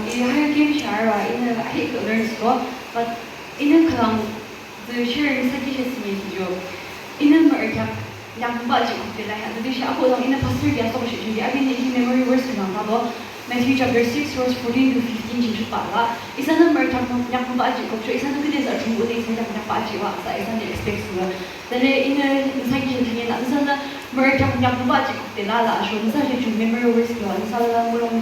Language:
Yimchungru Naga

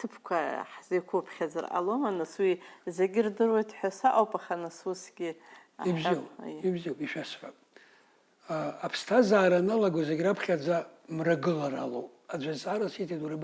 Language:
Abkhazian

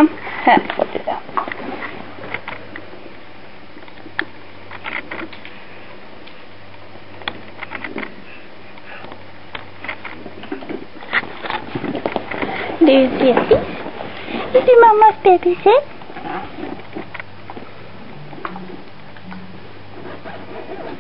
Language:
Swedish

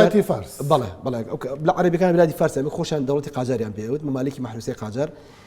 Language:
Central Kurdish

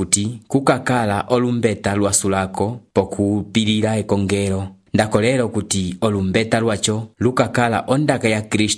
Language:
Umbundu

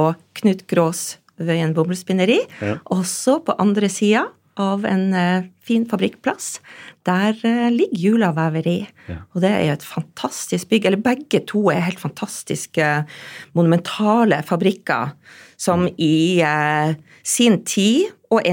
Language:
Norwegian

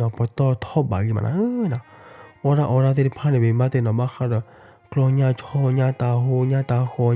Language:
S'gaw Karen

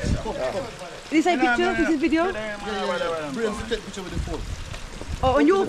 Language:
Jamaican Creole English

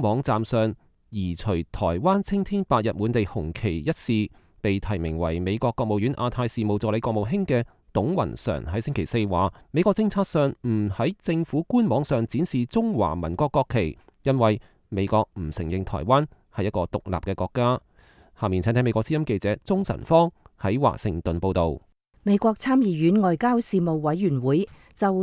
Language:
Cantonese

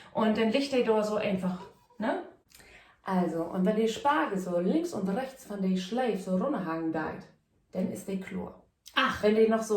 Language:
Low German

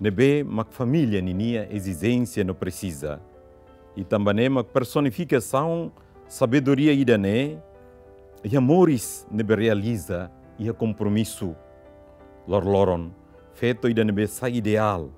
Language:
Tetum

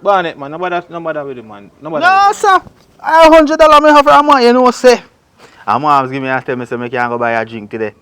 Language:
Jamaican Creole English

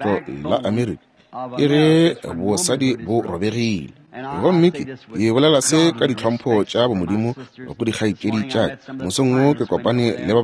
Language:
Northern Sotho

